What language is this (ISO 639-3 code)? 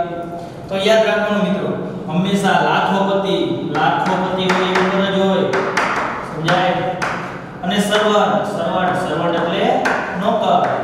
guj